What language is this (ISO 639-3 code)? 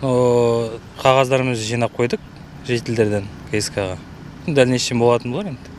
kaz